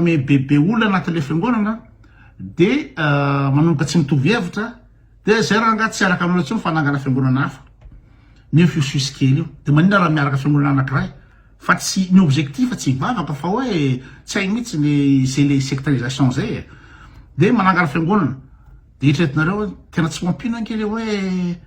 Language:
Malagasy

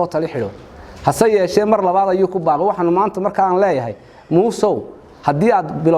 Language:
Somali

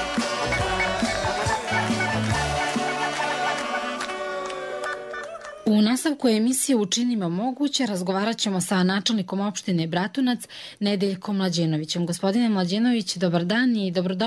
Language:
Serbian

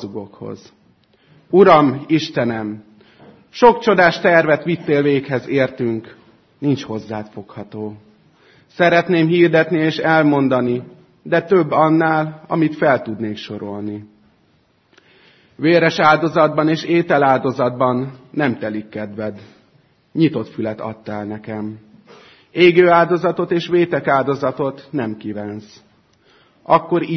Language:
Hungarian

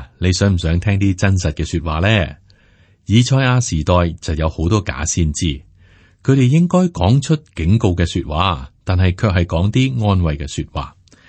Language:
Cantonese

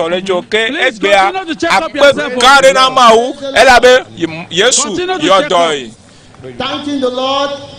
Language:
Ewe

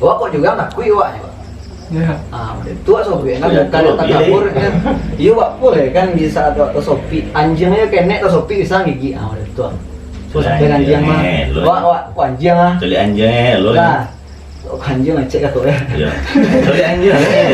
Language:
Minangkabau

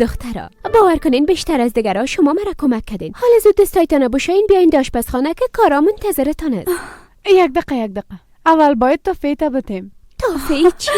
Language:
Persian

